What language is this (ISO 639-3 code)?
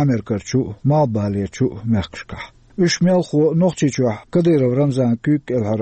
che